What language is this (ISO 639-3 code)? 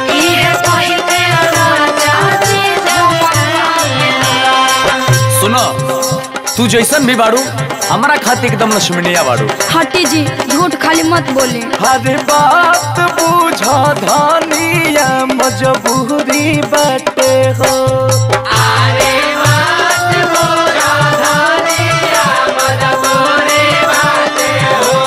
bho